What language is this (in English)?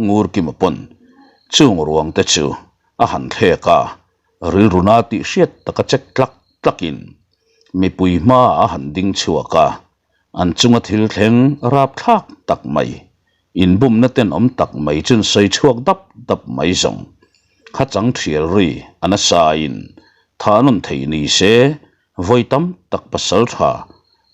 Mizo